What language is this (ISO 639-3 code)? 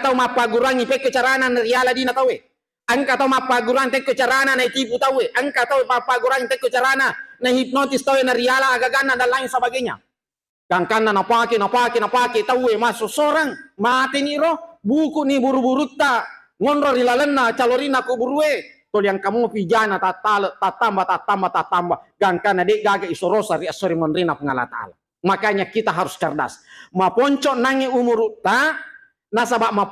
bug